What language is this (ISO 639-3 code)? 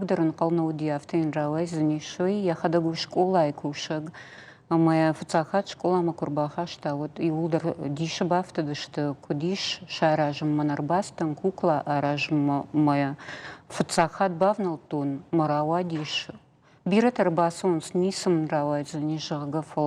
oss